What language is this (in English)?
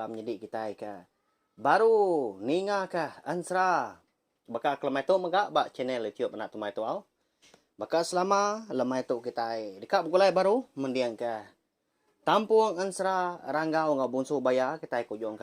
Iban